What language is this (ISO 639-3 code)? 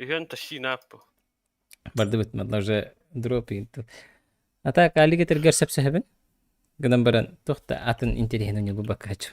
sah